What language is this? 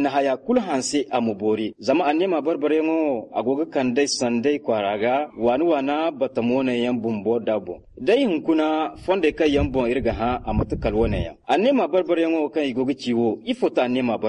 Zarma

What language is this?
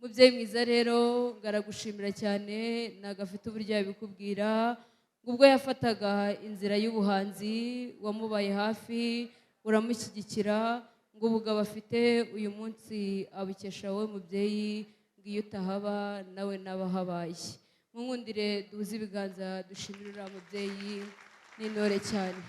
Kinyarwanda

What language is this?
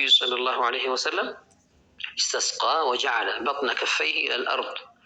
Amharic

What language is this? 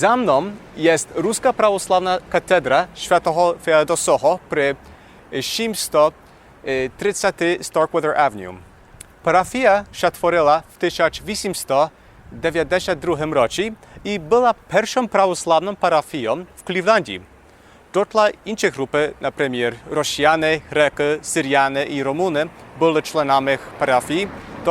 Rusyn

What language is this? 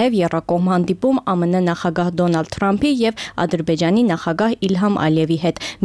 Armenian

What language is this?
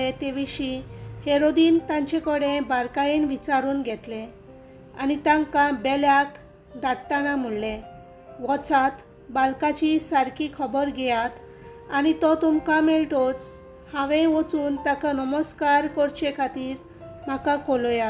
Konkani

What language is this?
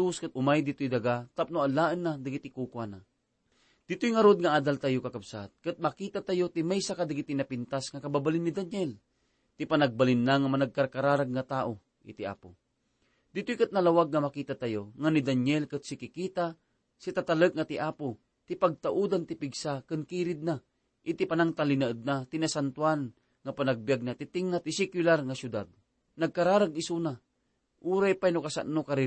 Iloko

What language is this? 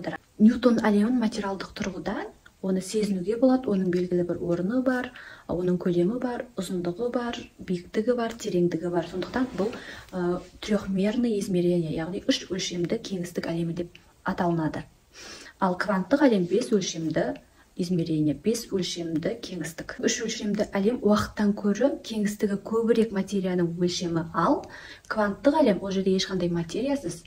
Kazakh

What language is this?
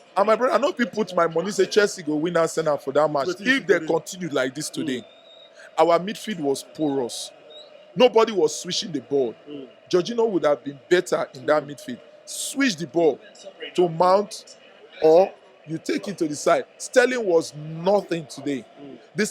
Nigerian Pidgin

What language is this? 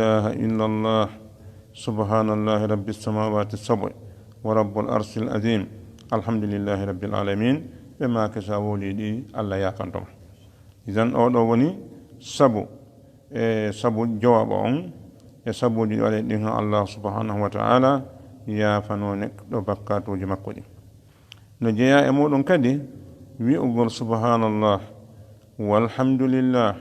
Fula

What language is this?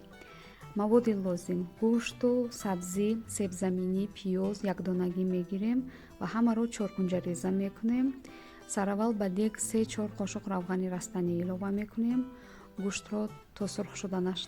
Tajik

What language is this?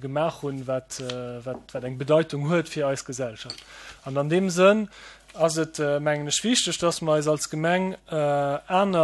Luxembourgish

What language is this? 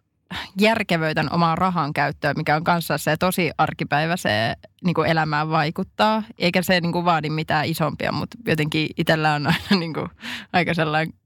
Finnish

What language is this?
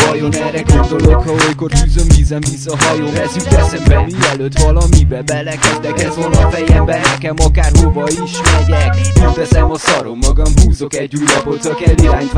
Hungarian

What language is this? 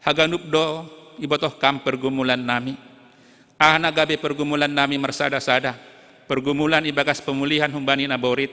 Batak Simalungun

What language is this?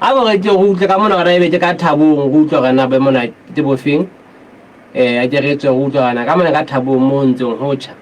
Southern Sotho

